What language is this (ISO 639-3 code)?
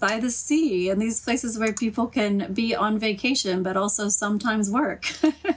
ell